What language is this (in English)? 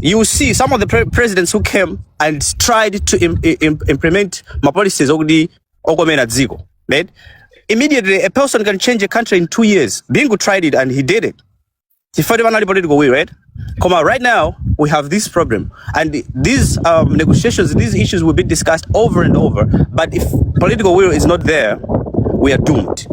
Nyanja